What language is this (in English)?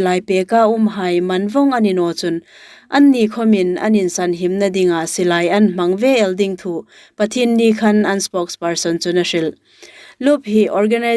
Hmar